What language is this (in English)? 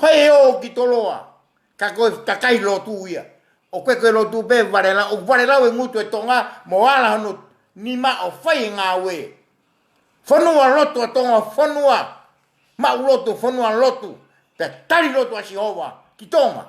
Tongan